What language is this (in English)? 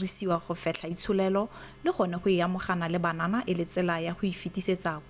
Tswana